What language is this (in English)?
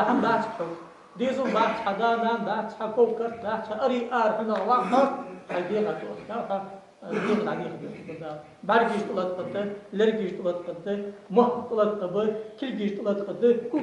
Ingush